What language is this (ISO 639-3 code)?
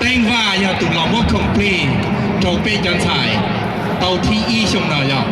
hmn